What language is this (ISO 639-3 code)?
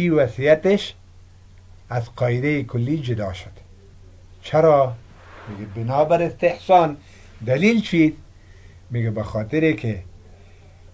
fas